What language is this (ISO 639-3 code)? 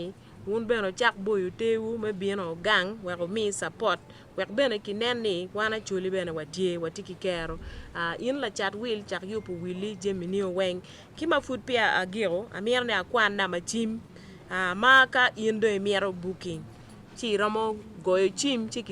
ach